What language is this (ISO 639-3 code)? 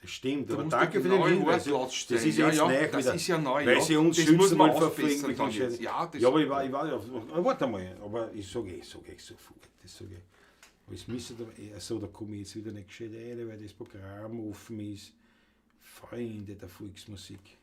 bar